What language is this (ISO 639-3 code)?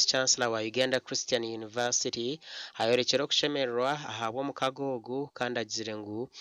nyn